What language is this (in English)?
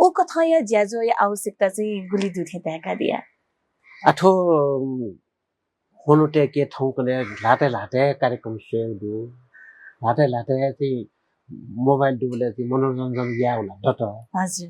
Newari